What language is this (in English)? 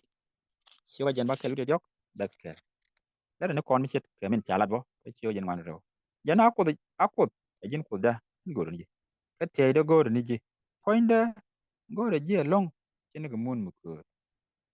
Nuer